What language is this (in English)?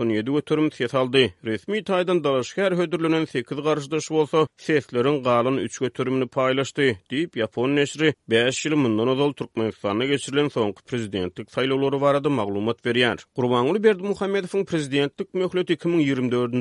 Turkmen